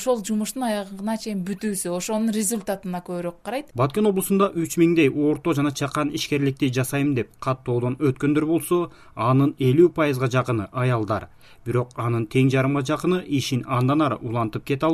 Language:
Kyrgyz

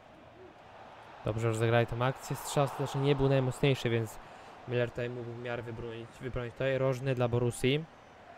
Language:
Polish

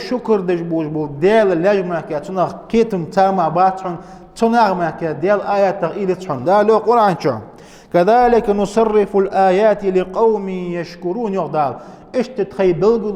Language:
Ingush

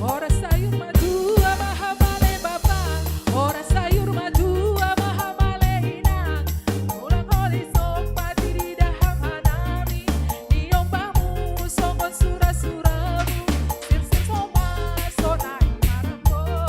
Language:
Batak Simalungun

